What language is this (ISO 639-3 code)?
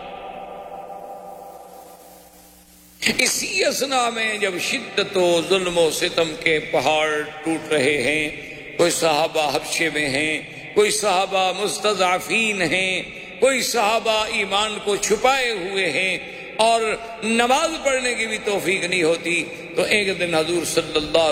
urd